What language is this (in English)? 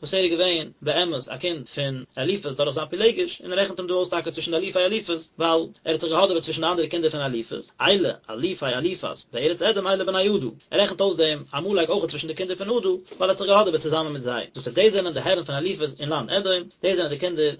Yiddish